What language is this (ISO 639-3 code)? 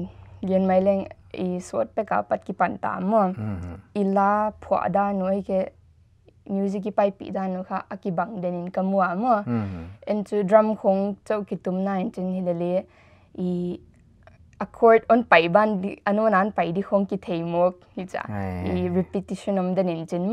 pck